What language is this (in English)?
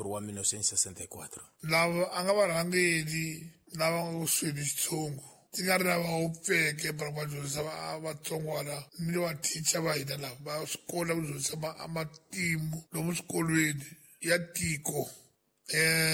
Tsonga